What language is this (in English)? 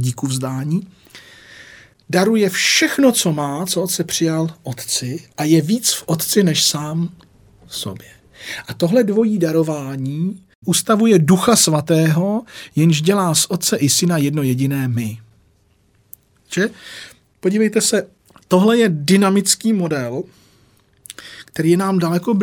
Czech